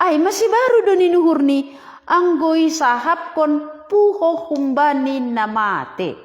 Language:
Batak Simalungun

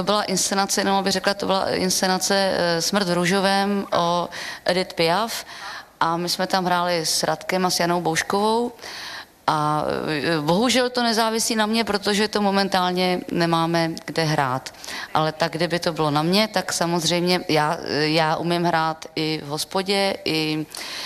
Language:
Czech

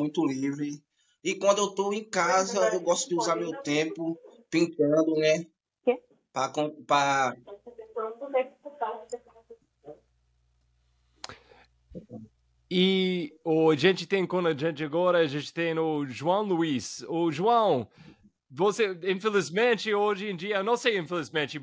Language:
Portuguese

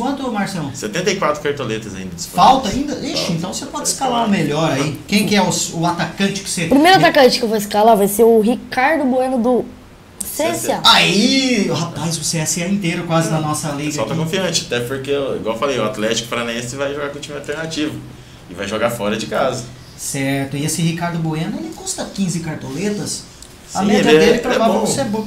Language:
Portuguese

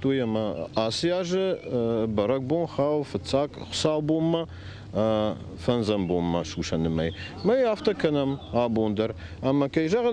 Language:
Ossetic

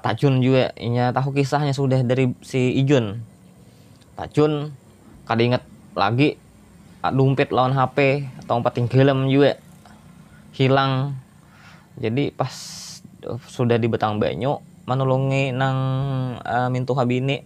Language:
Banjar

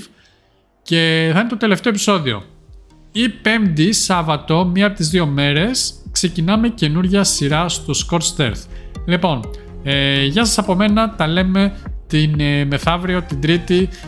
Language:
Greek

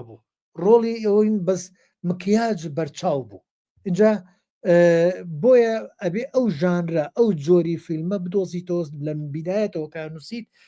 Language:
Central Kurdish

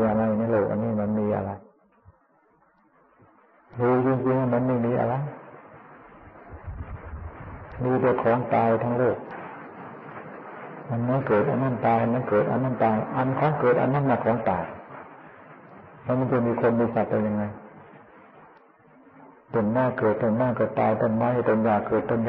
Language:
Thai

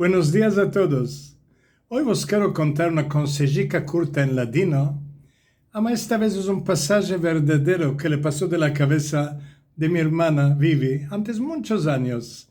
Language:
Ladino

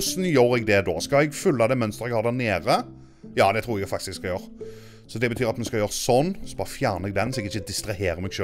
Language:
Norwegian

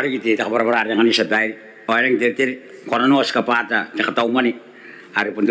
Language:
Gilbertese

